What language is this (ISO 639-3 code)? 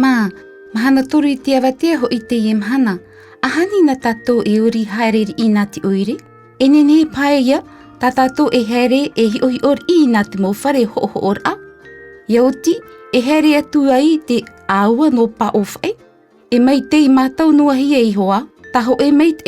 tah